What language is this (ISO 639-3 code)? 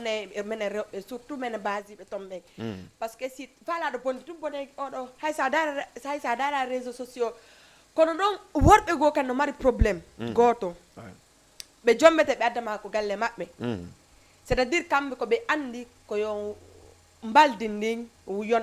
ful